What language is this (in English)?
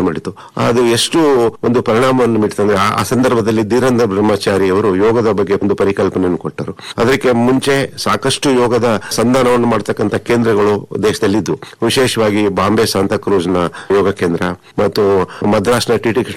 Kannada